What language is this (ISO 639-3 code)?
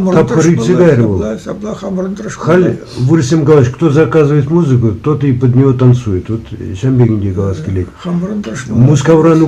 chv